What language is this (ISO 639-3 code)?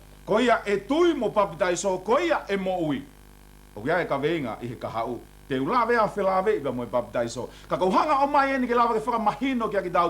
ton